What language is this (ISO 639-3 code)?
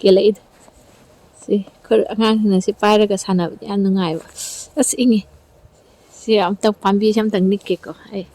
mni